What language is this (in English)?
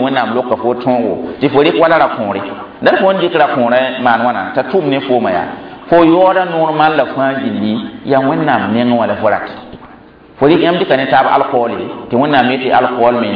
Mossi